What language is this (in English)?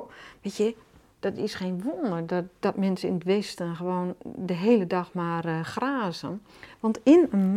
Dutch